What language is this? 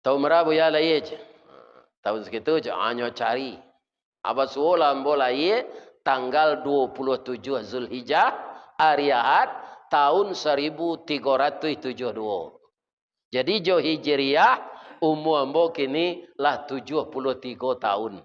Minangkabau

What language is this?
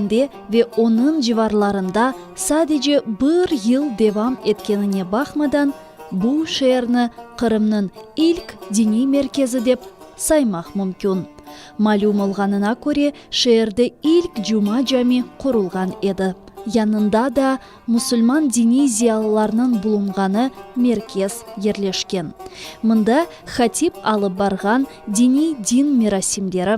Crimean Tatar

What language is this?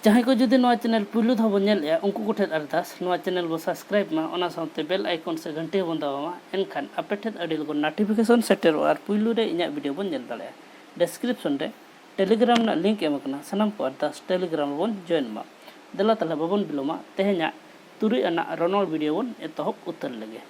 Santali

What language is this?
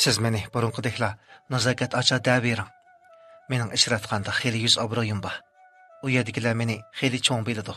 Uyghur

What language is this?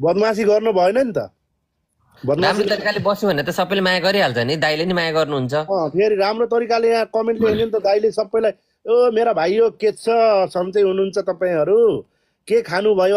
Nepali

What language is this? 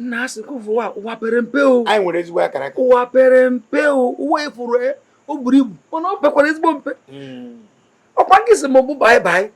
Igbo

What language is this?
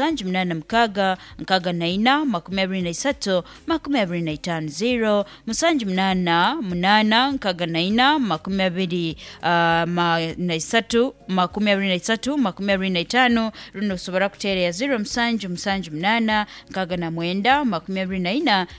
Nyankole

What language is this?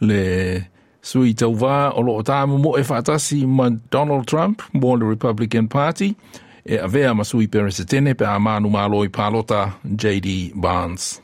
Samoan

